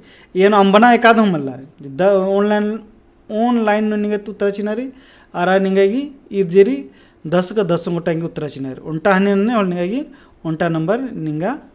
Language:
Kurukh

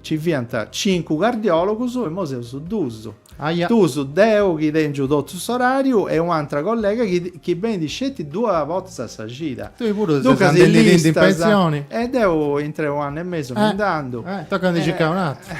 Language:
Sardinian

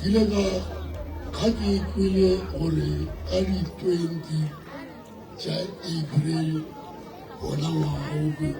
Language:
Northern Sotho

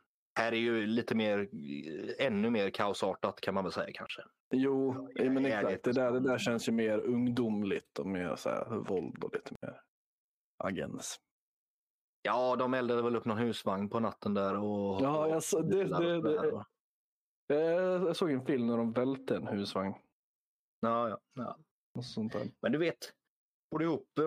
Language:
Swedish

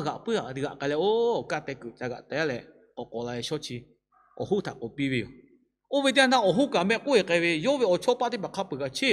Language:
Lahu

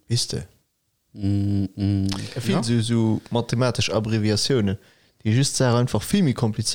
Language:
Luxembourgish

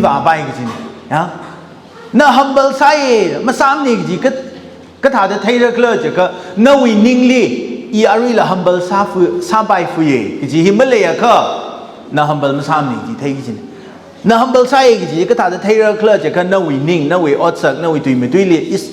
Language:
Tangkhul Naga (India)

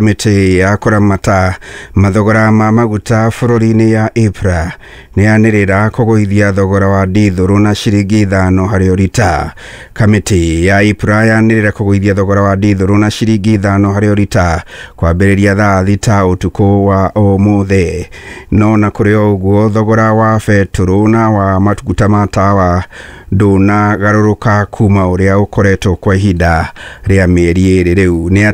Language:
Kikuyu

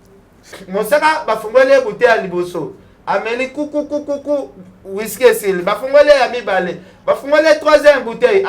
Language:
Lingala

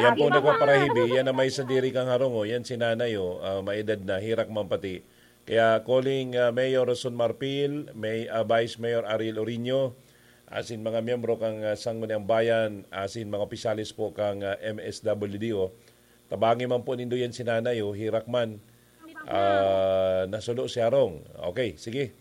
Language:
Bikol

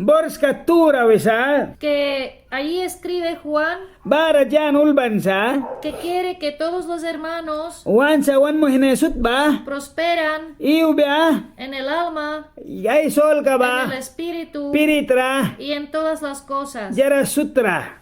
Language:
Mískito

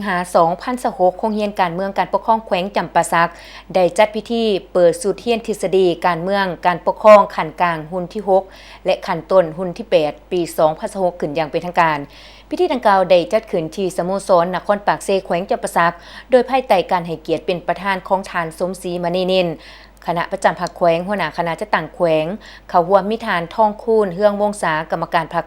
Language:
Lao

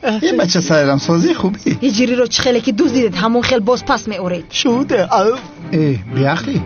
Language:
Tajik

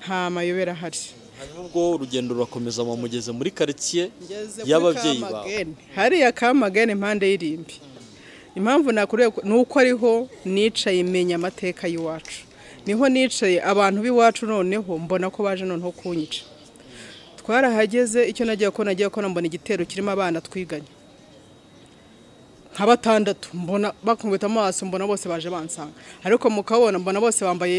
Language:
Kinyarwanda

